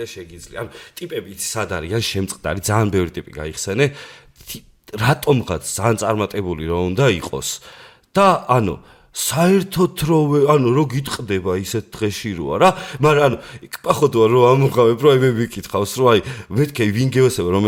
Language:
Georgian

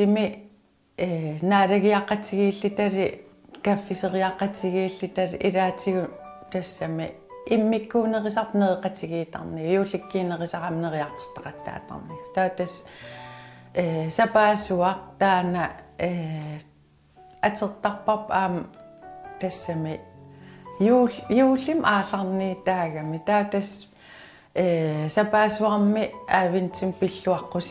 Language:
Kalaallisut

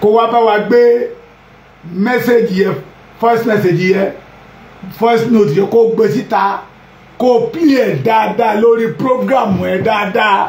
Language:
Yoruba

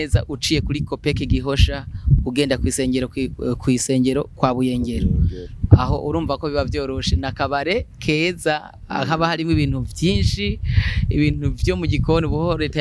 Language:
Rundi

